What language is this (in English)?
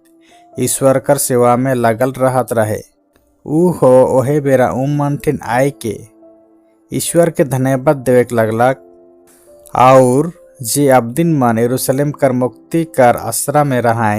Sadri